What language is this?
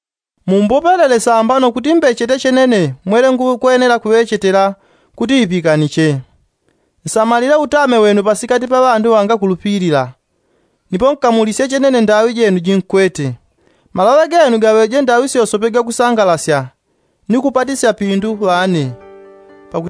Yao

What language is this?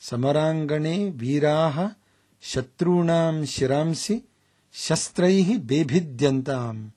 Sanskrit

